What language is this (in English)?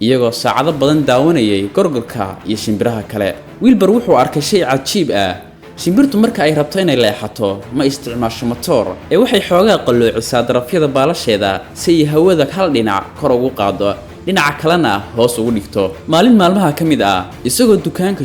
Somali